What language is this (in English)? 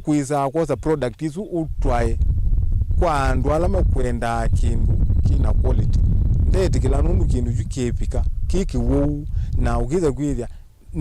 Kamba